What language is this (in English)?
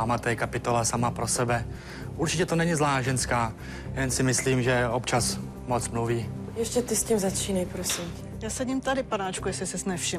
Czech